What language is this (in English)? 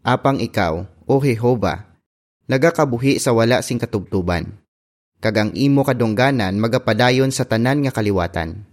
Hiligaynon